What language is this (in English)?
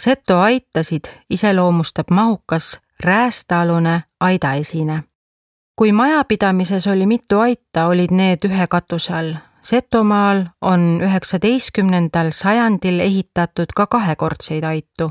Estonian